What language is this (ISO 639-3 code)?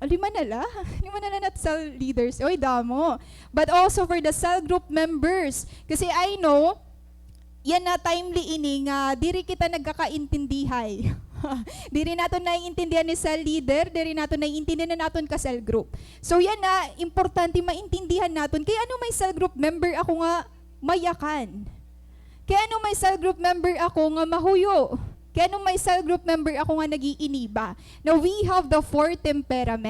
war